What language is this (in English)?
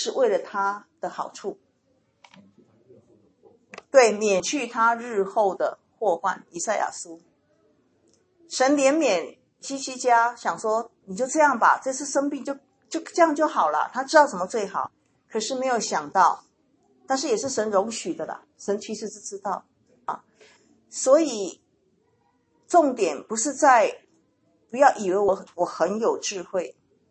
Chinese